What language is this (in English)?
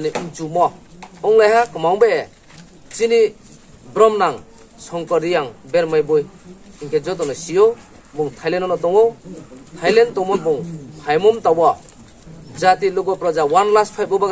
Riang (India)